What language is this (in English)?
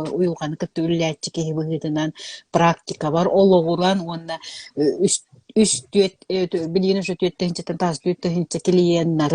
Yakut